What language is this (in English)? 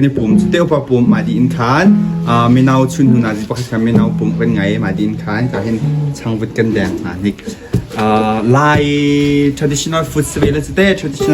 Hakha Chin